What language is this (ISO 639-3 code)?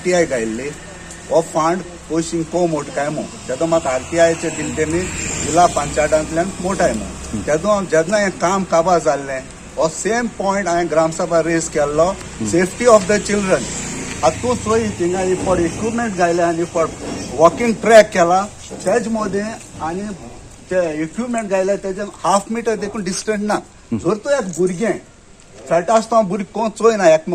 kok